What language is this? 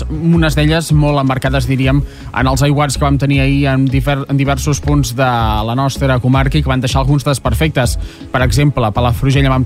Catalan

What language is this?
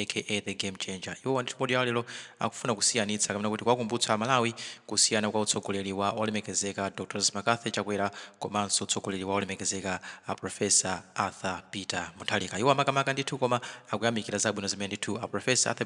Nyanja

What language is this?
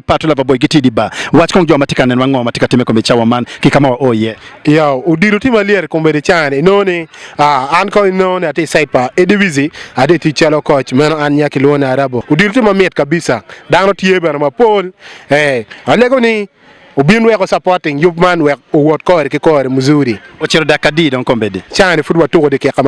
Acoli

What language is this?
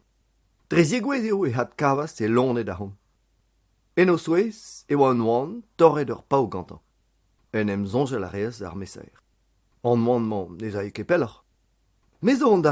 Breton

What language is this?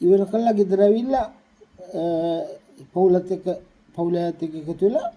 Sinhala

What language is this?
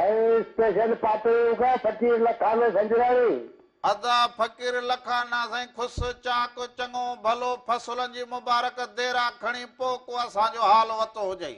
Sindhi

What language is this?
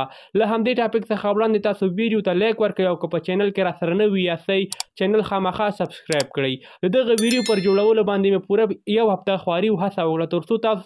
Pashto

